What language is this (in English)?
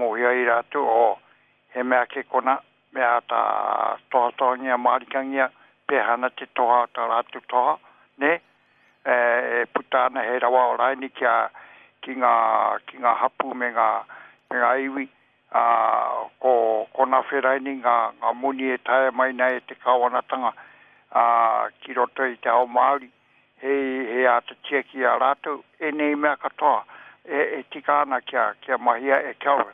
Māori